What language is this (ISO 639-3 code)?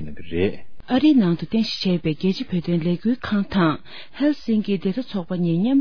bod